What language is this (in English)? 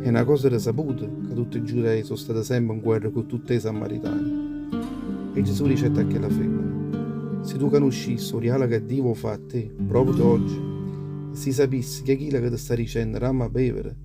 Neapolitan